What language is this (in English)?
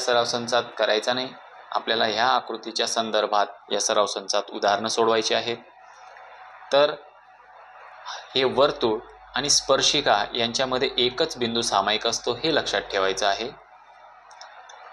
Marathi